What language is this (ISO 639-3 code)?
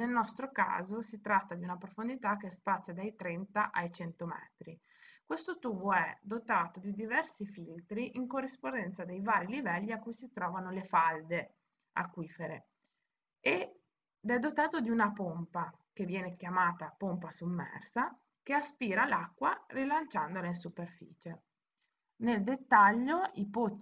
ita